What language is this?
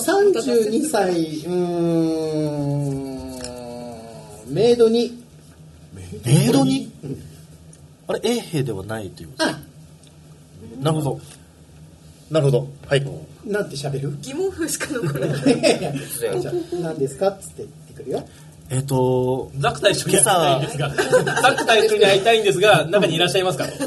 Japanese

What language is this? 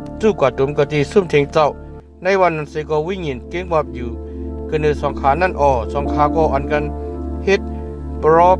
Shan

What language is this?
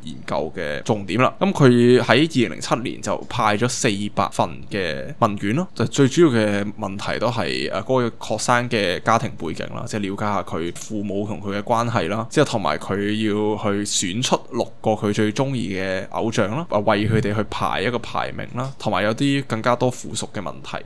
Cantonese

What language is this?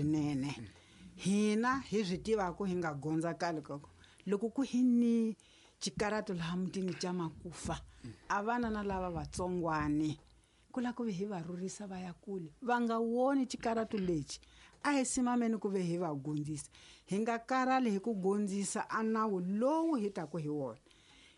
Tsonga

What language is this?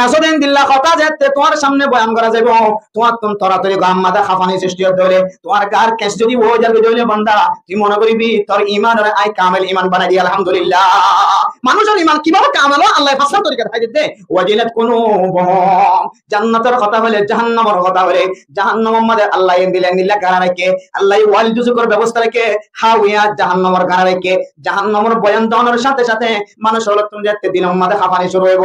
Rohingya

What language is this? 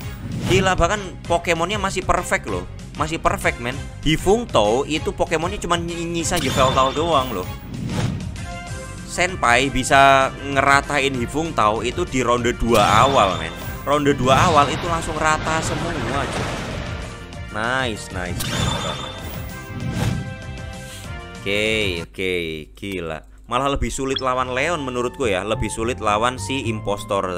Indonesian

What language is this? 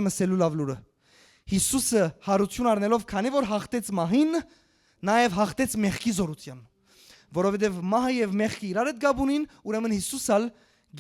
Western Armenian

